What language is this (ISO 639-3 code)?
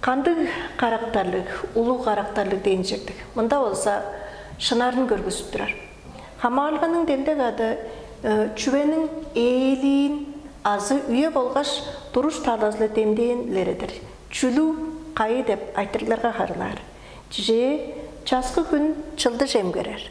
tyv